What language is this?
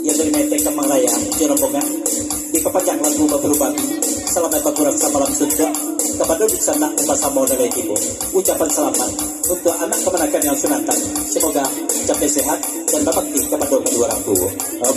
Minangkabau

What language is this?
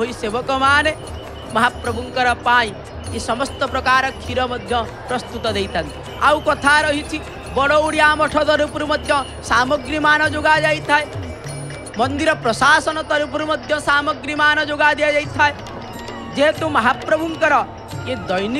Odia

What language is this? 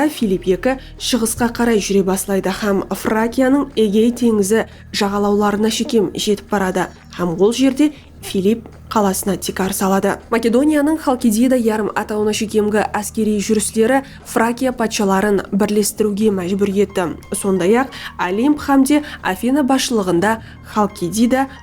Kara-Kalpak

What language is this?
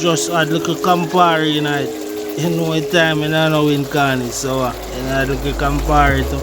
Jamaican Creole English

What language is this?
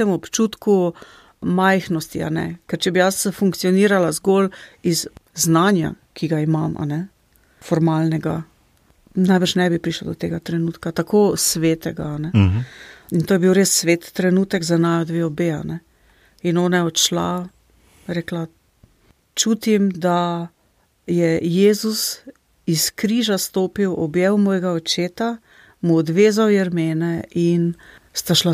Slovenian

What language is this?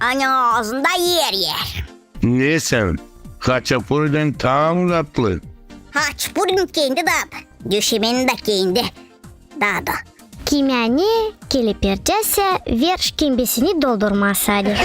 Gagauz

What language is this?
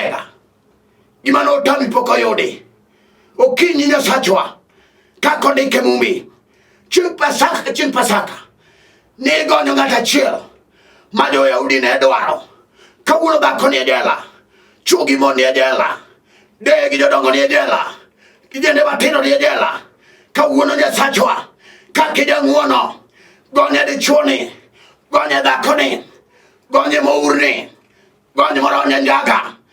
Luo (Kenya and Tanzania)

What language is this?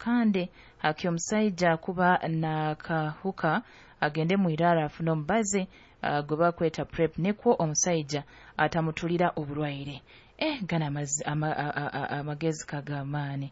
Nyoro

